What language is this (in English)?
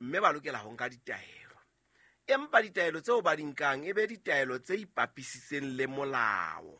Southern Sotho